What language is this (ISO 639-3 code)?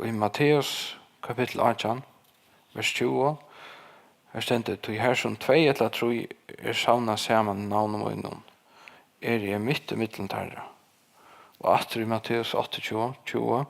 fao